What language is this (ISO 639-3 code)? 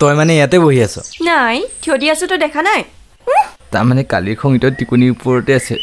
asm